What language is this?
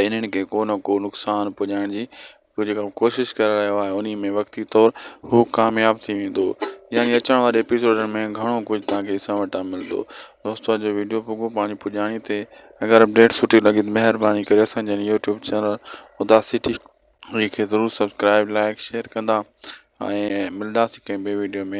Sindhi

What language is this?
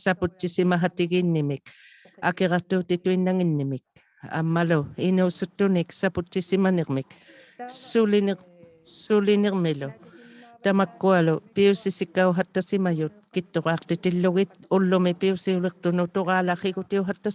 Inuktitut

